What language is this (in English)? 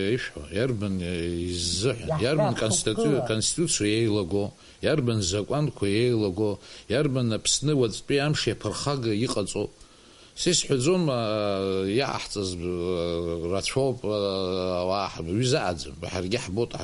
Abkhazian